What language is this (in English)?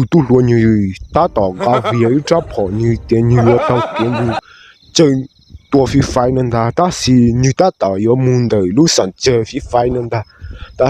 Hmong